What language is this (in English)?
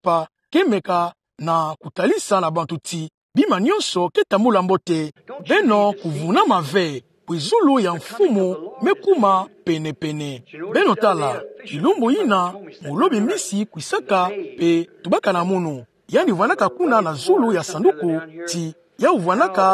Kituba (Democratic Republic of Congo)